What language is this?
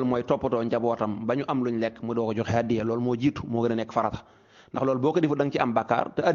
Wolof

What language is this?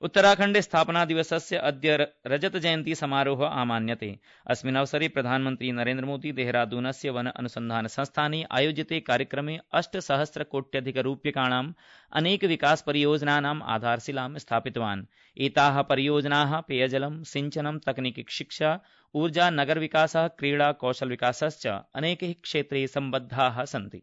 Sanskrit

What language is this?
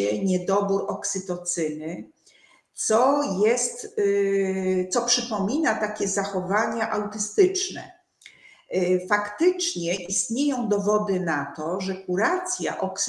Polish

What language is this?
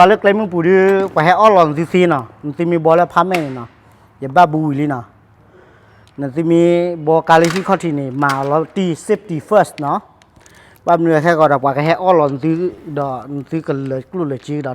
S'gaw Karen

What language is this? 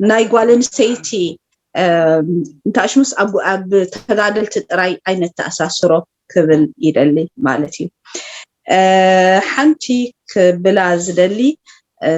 Tigrinya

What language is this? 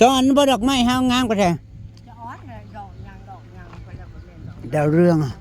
Northeastern Thai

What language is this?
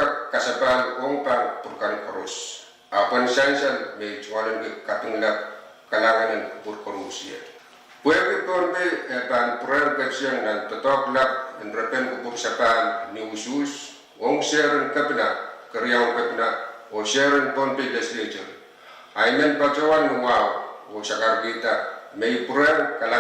Pohnpeian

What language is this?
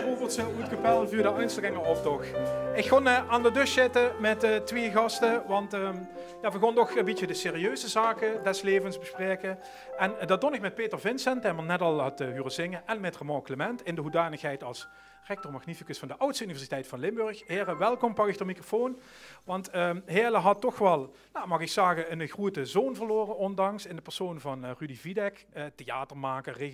Limburgish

